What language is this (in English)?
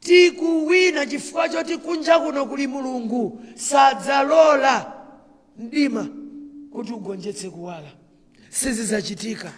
Nyanja